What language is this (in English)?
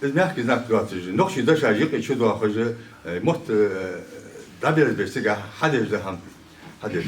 Ingush